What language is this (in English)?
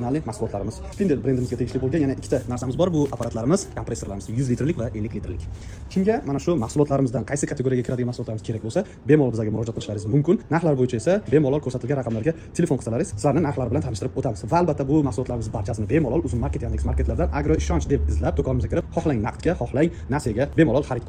Uzbek